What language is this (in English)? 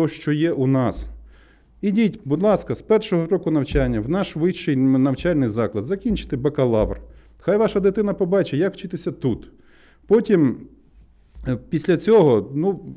Ukrainian